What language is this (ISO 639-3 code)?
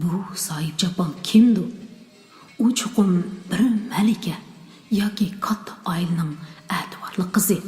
uig